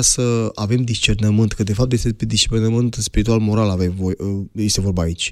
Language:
Romanian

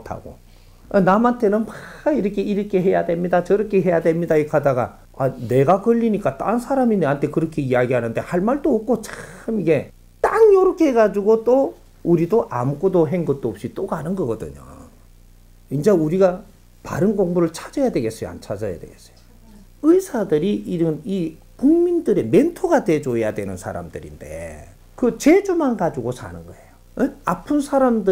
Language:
Korean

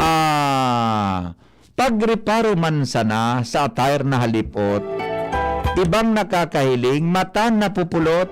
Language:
Bikol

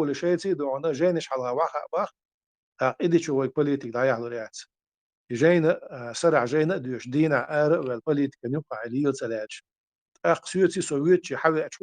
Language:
Chechen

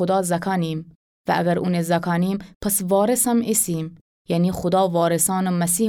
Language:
Gilaki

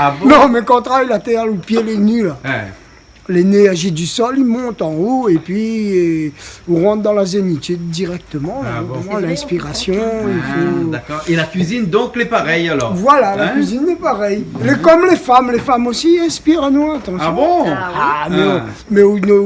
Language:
Réunion Creole French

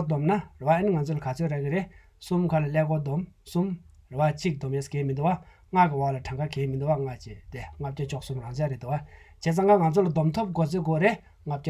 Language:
Tibetan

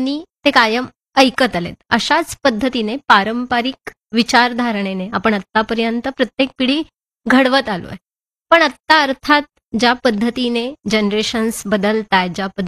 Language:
Marathi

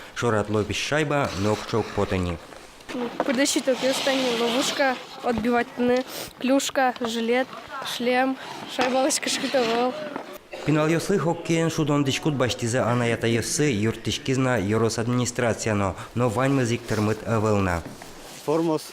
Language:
Udmurt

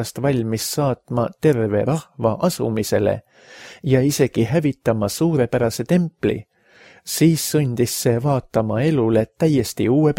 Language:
Estonian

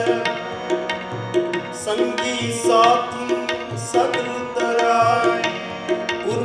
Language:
Punjabi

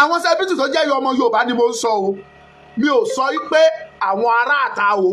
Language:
Yoruba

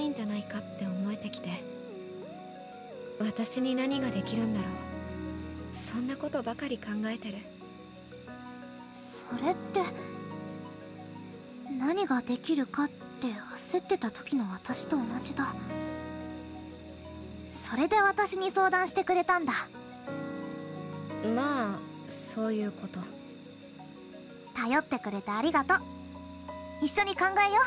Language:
Japanese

